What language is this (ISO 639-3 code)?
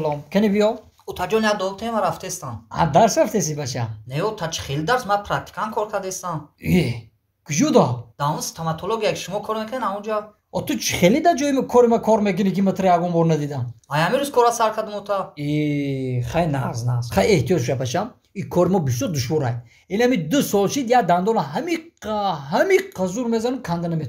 tgk